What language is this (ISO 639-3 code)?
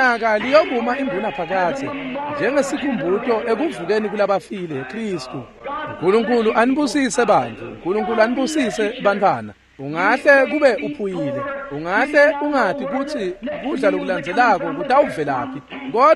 ssw